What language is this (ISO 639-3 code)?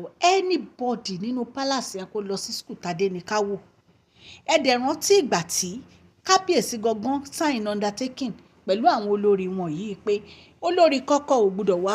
yor